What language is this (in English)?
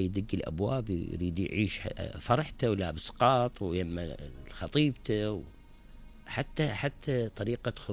Mesopotamian Arabic